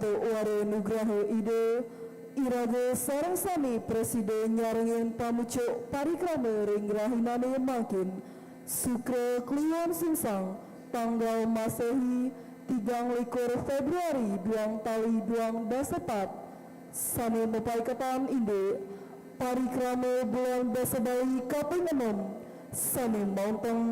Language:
Balinese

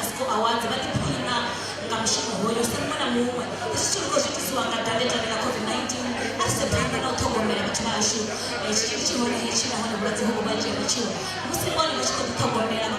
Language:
Venda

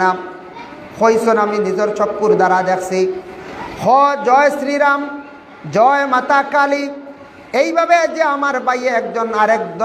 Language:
Sylheti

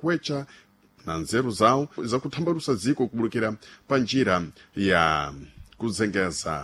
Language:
Sena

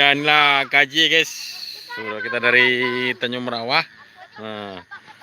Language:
Minangkabau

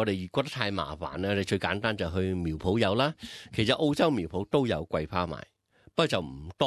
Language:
Cantonese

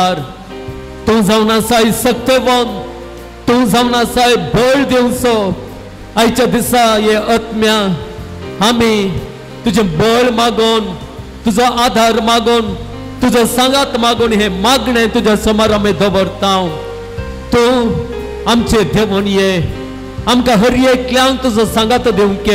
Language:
Konkani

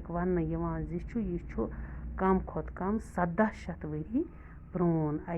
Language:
Kashmiri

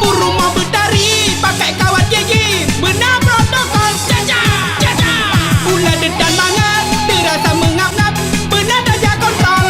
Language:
Achinese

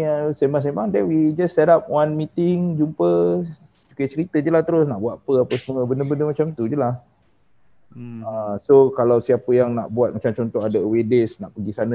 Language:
Malay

